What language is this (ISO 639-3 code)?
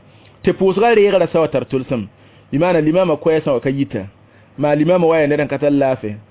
mos